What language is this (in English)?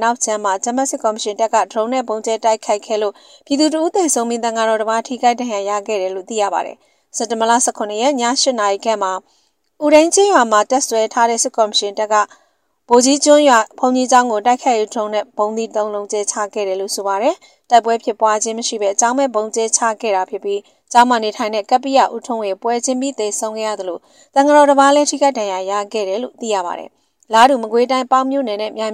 Burmese